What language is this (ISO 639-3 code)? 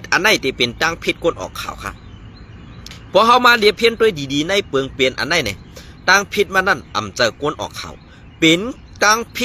shn